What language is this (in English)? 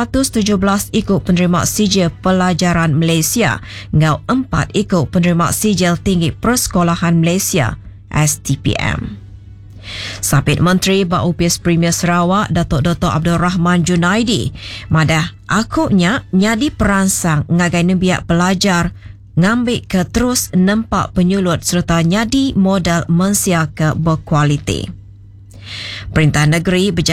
Iban